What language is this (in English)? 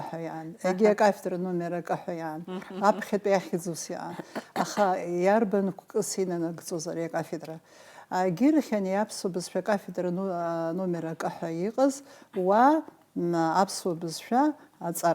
Abkhazian